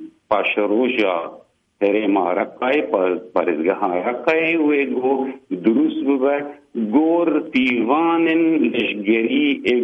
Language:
Kurdish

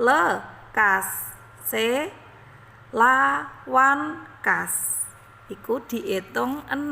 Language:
Javanese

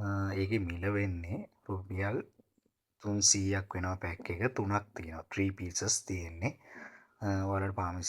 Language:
Sinhala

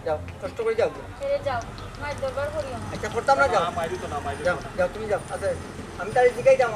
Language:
Sylheti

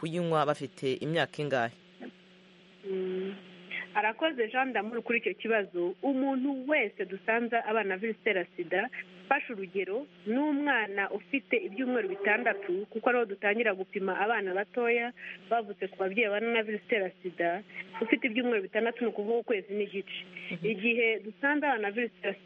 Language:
Kinyarwanda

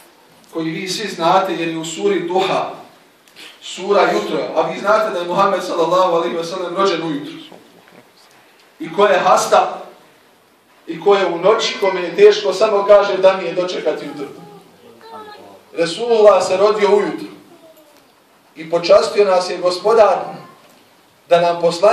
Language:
Bosnian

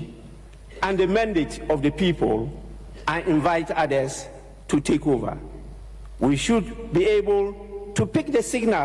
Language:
Akan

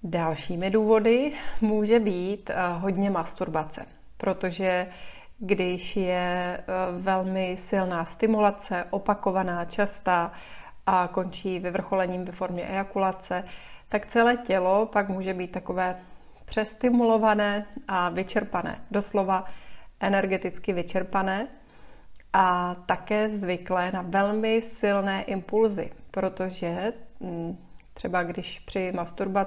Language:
Czech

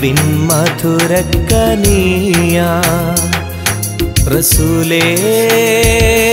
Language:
Malayalam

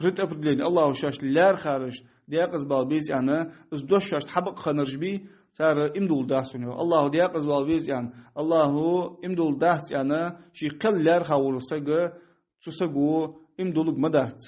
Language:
Ingush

